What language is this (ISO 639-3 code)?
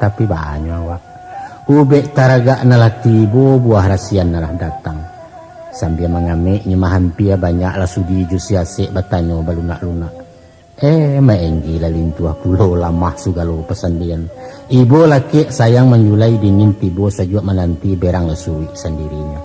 min